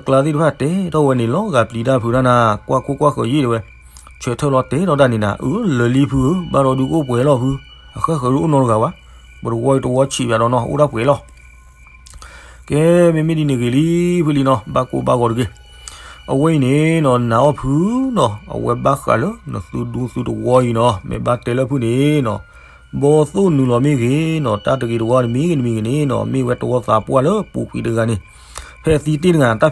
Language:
S'gaw Karen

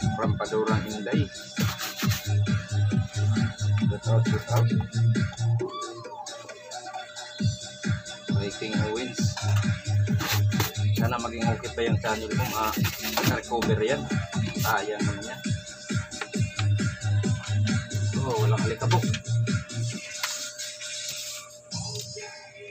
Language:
Filipino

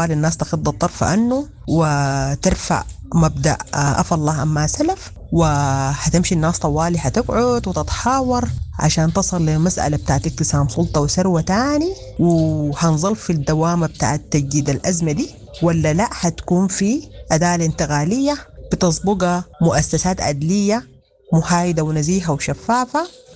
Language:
Sudanese Arabic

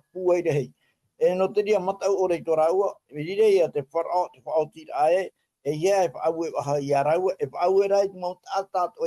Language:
Tahitian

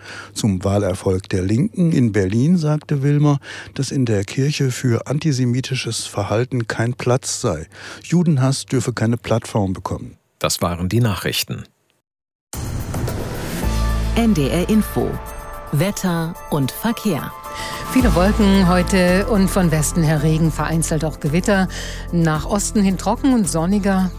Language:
German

